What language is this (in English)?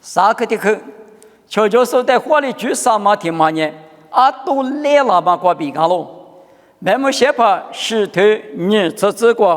Lisu